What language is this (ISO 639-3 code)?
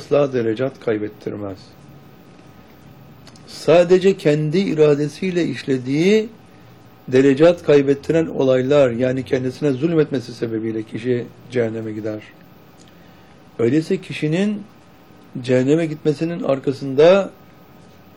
tur